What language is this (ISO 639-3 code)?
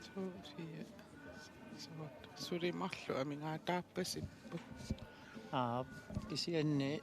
kal